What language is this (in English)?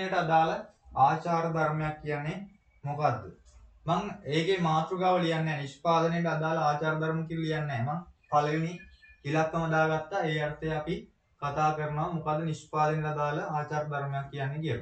Sinhala